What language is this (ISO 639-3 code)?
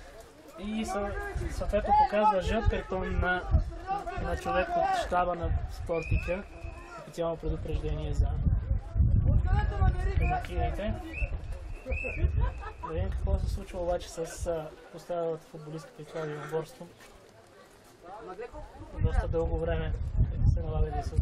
bul